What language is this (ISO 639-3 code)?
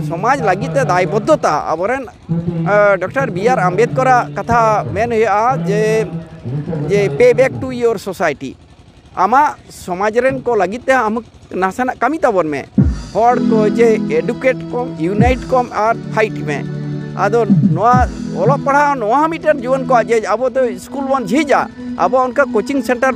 sat